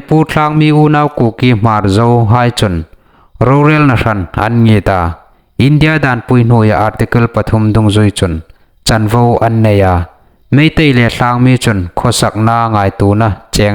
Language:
Hmar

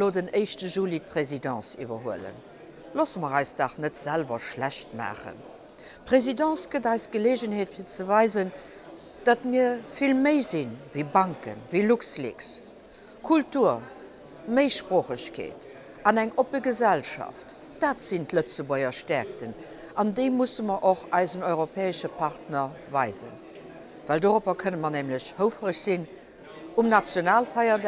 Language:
Luxembourgish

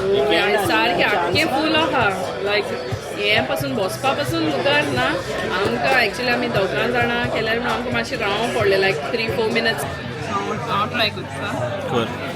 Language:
Konkani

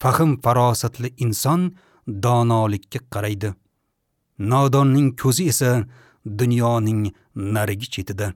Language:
Uzbek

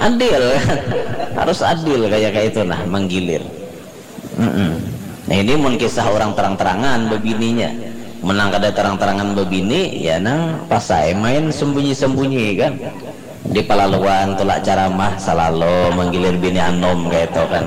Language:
Banjar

